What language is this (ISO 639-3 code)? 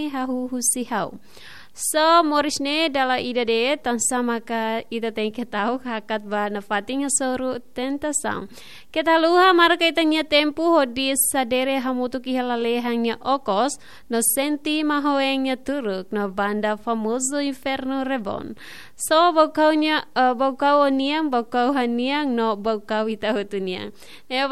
tet